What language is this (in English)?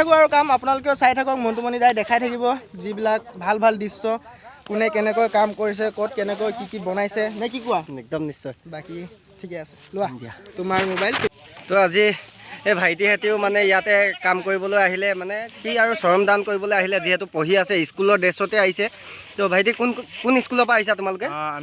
Assamese